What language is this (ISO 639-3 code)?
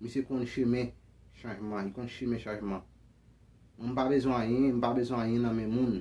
hat